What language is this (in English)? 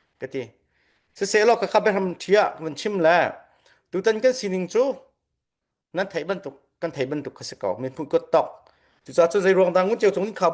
Falam Chin